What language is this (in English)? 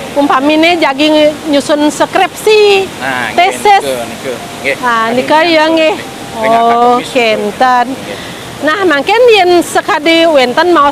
Balinese